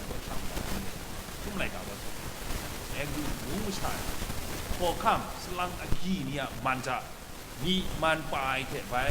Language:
Kachin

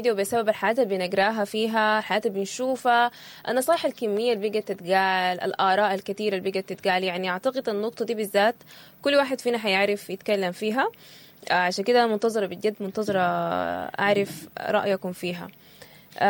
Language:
Sudanese Arabic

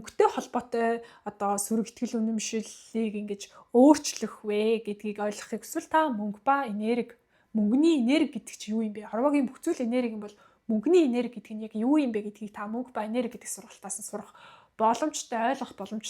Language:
Mongolian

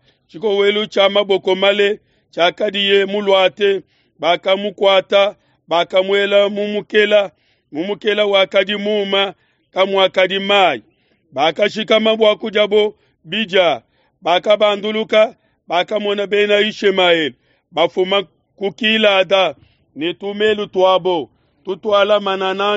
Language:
Luba-Lulua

